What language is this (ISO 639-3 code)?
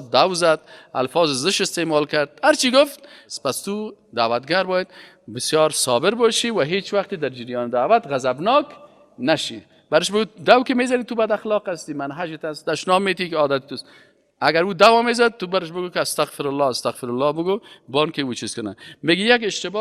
fas